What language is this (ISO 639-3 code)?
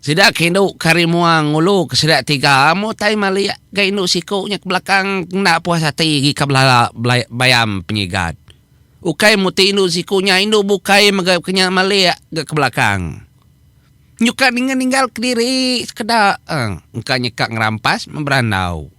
iba